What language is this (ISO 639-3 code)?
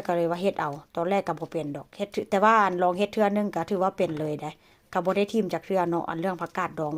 tts